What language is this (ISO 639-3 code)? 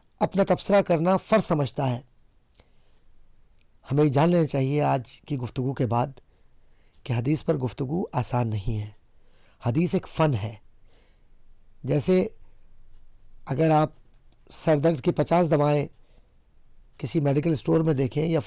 urd